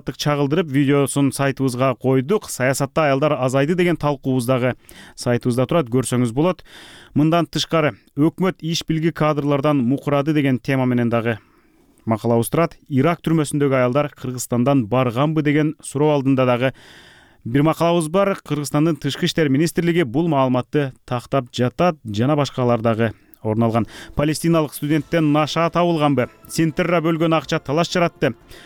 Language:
Kyrgyz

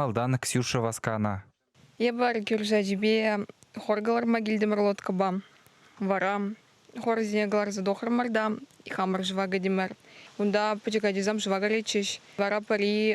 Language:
Chuvash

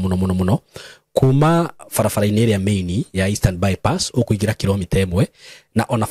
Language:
Kikuyu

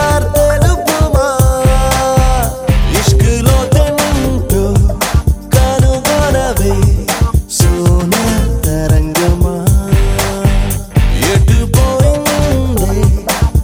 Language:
Telugu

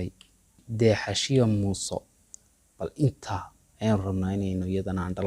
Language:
Somali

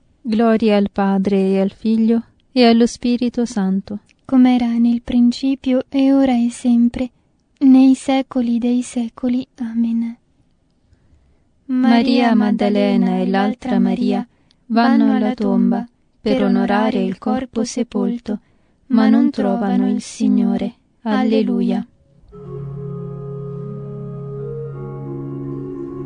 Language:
Italian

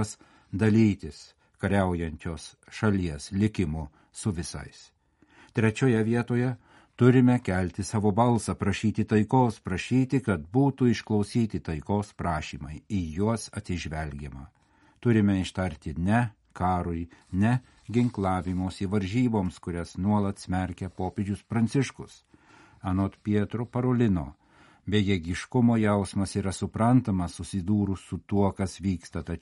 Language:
Lithuanian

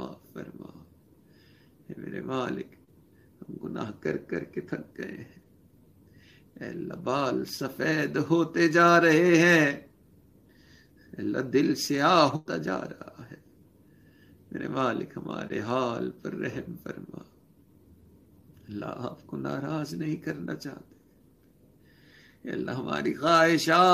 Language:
Urdu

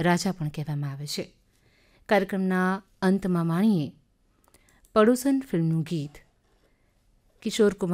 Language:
Gujarati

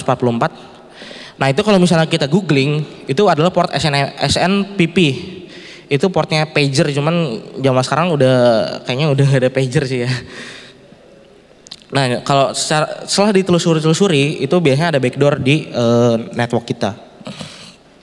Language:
Indonesian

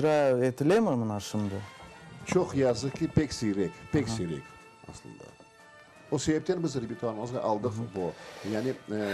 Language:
Crimean Tatar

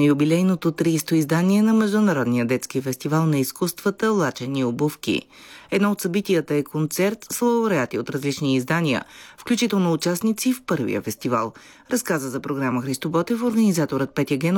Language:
Bulgarian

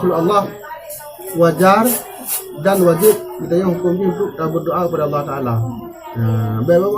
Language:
Achinese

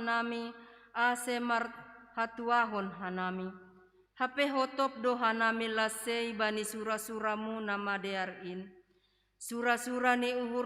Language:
Batak Simalungun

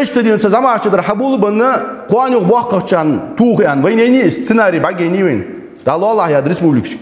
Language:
Ingush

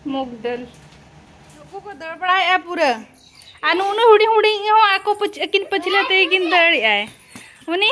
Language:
Santali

